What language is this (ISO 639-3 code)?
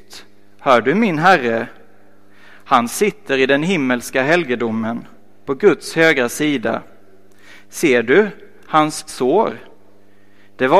swe